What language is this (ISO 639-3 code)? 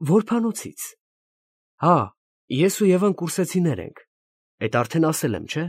hye